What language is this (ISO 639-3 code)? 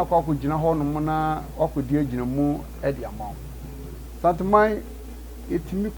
aka